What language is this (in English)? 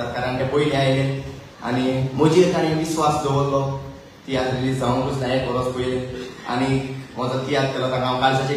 Konkani